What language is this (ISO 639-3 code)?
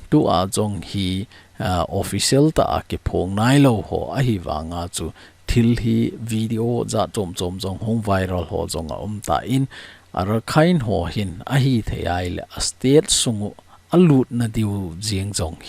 tcz